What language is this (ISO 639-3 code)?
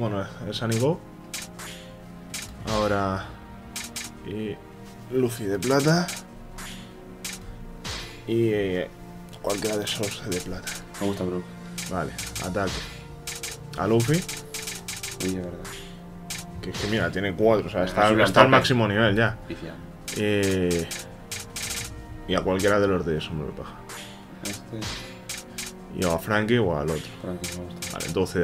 spa